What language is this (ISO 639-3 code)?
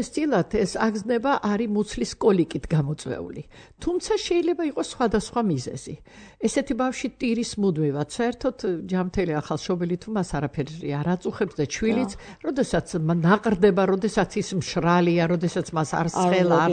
kat